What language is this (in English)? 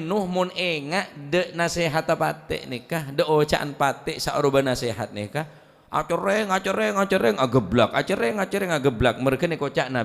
Madurese